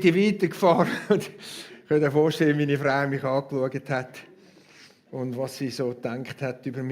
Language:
Swiss German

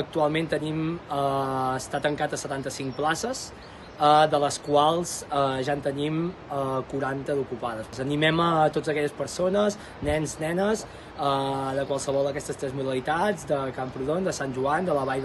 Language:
Catalan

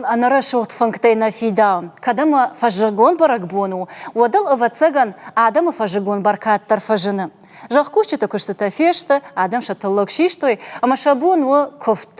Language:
Ossetic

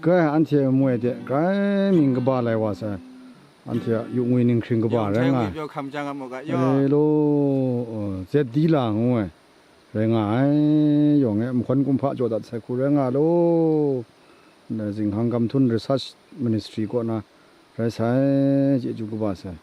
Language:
Kachin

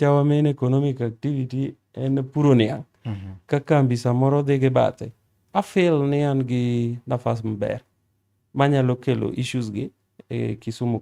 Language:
Luo (Kenya and Tanzania)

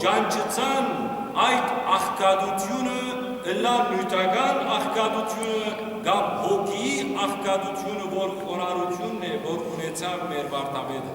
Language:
Western Armenian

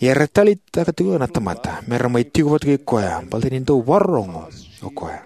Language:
Fijian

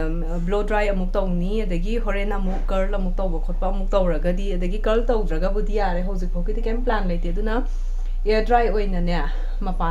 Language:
Manipuri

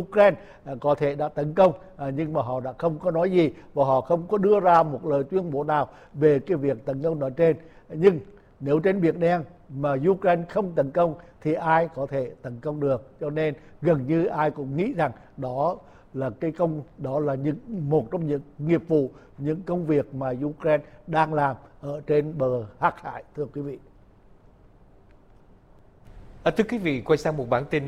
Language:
Vietnamese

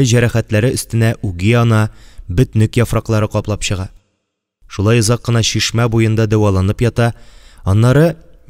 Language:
Tatar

